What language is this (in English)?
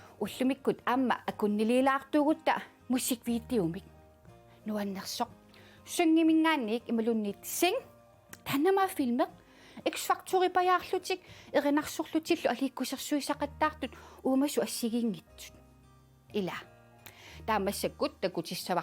Kalaallisut